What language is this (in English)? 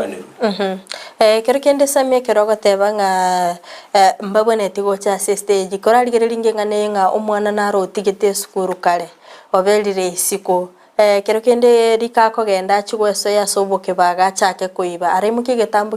Gusii